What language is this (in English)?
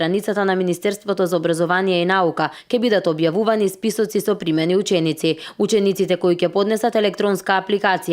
Macedonian